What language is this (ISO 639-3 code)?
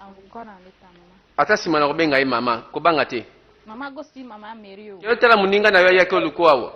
lin